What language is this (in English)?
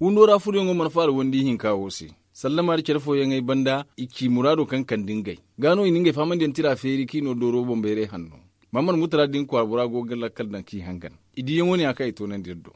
Zarma